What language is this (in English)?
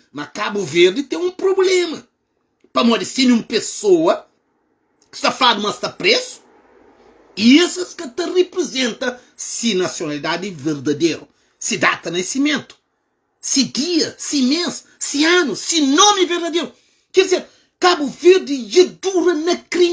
Kabuverdianu